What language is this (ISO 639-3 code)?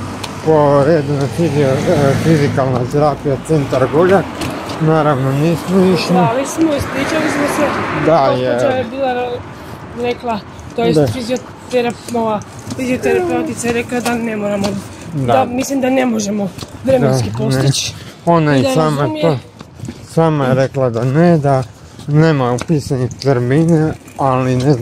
hrv